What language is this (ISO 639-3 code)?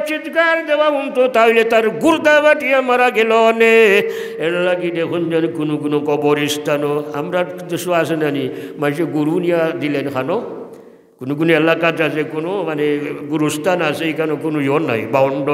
syl